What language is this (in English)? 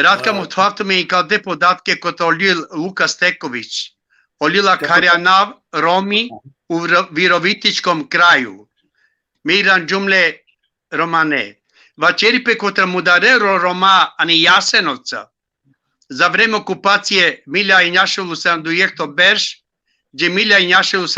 Balkan Romani